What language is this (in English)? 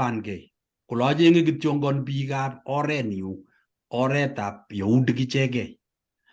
Kalenjin